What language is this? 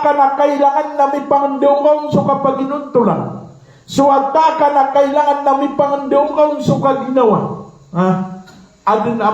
Maranao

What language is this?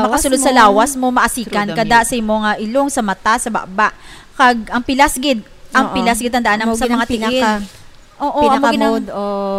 Hiligaynon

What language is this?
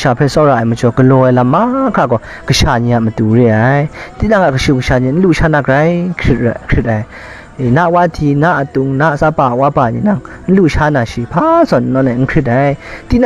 Kachin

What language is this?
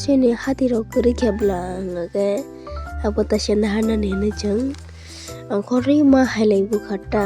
Kok Borok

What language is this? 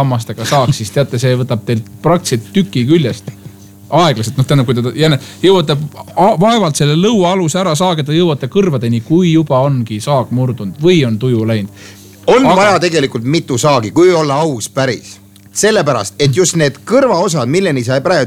Estonian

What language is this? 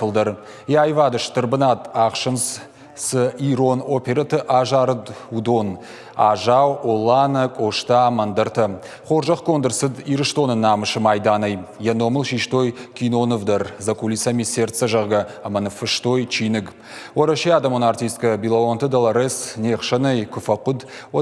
Ossetic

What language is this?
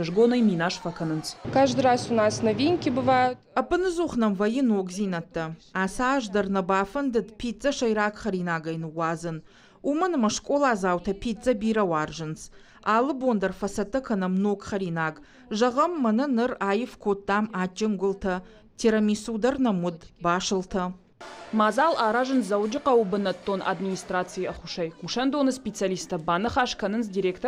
Ossetic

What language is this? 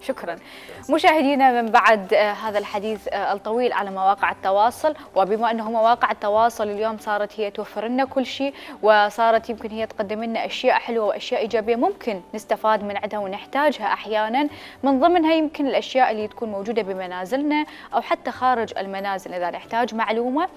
Mesopotamian Arabic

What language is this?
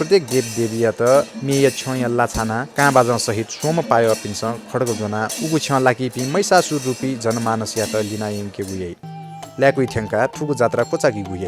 Newari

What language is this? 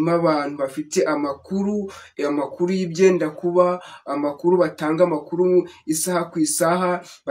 Kinyarwanda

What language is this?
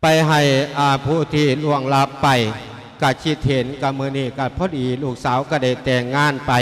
Lao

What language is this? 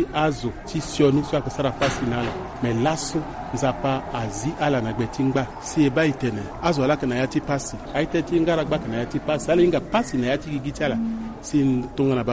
Sango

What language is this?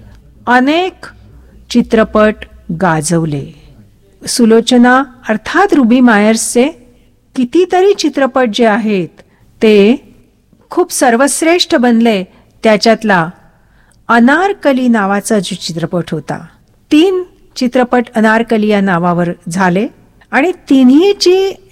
Marathi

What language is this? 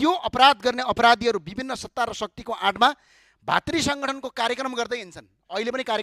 Nepali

